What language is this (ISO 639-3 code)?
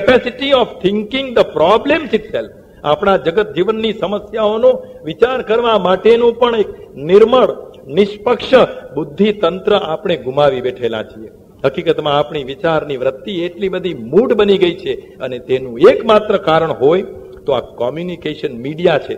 guj